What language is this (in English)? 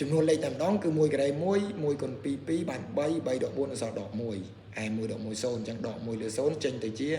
Khmer